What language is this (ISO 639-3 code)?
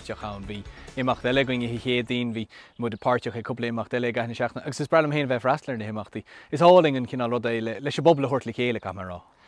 gle